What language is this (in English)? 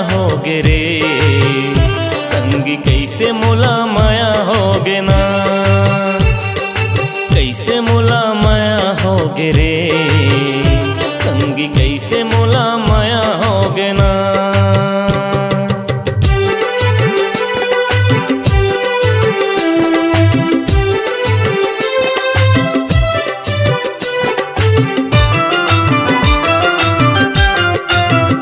Chhattisgarhi